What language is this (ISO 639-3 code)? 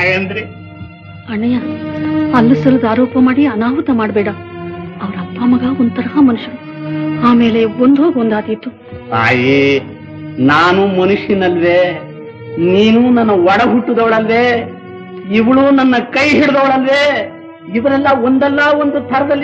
kan